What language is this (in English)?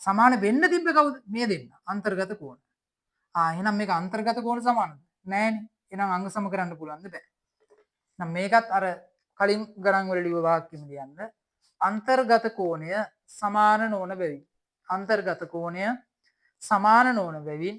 Sinhala